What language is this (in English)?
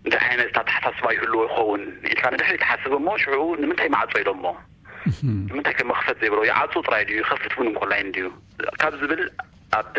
Tigrinya